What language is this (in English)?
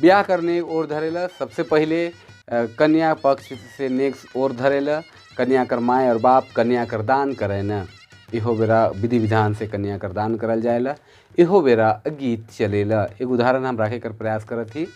Sadri